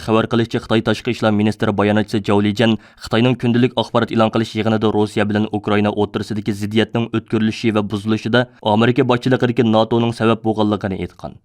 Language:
Uyghur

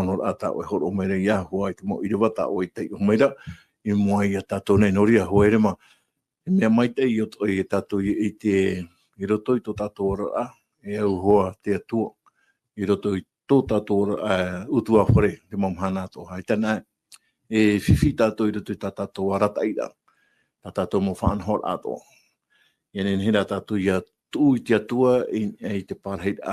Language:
Tahitian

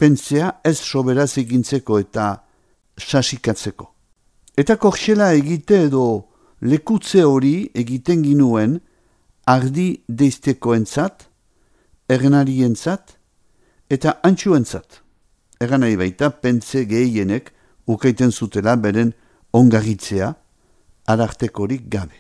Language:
Basque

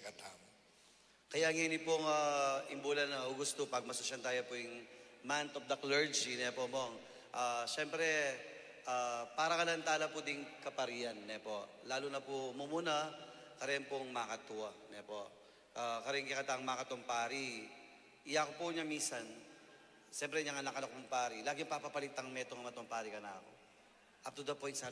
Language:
Pampanga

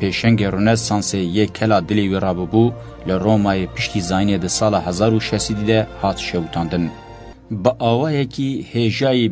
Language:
Kurdish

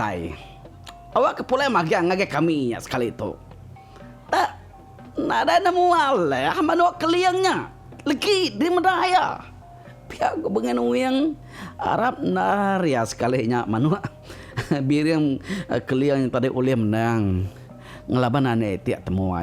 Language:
Iban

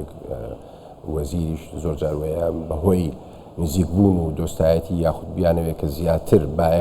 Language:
Central Kurdish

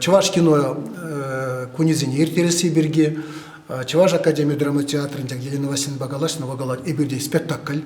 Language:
Chuvash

